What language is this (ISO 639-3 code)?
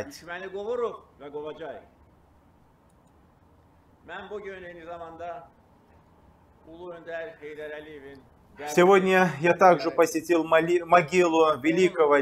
rus